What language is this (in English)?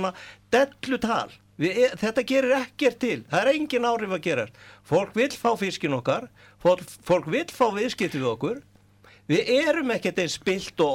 Icelandic